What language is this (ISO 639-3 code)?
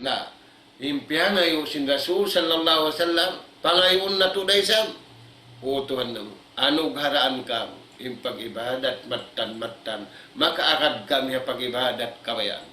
tsg